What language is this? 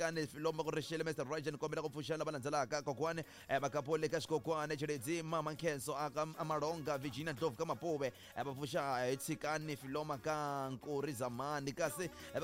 Tsonga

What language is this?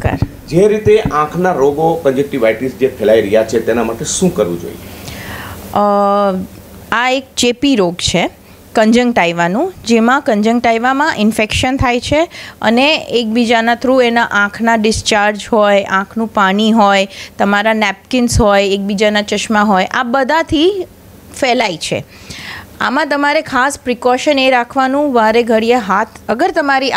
Gujarati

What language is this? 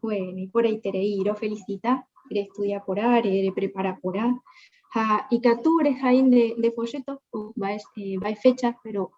Guarani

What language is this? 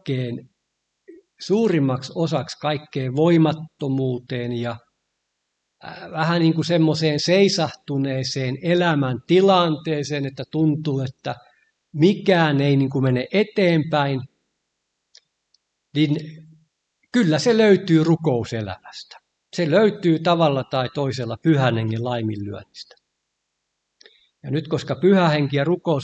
Finnish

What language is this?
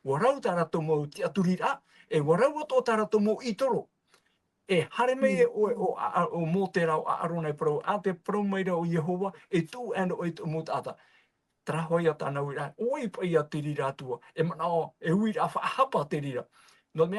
Tahitian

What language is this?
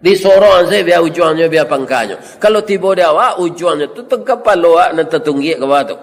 Minangkabau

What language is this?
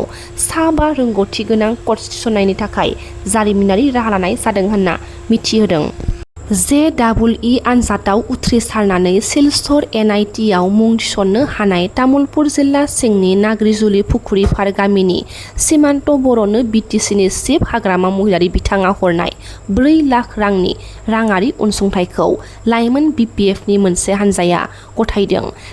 Bodo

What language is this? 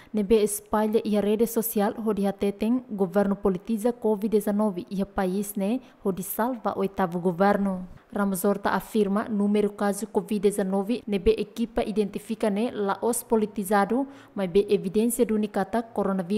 Tetum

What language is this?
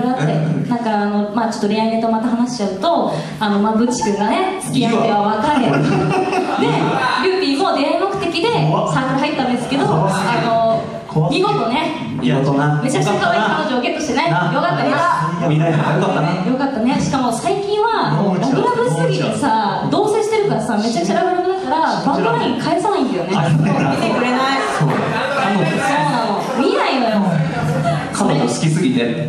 Japanese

